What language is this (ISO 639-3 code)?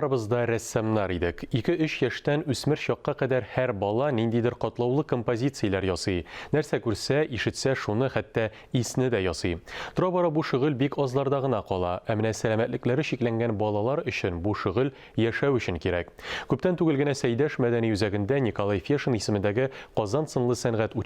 tat